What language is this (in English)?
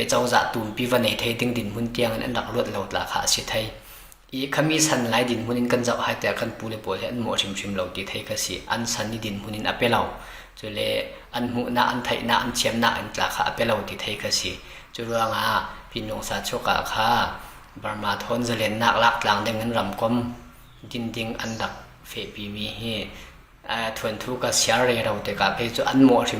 Falam Chin